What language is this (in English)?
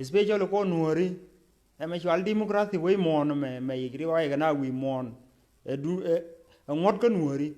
Nuer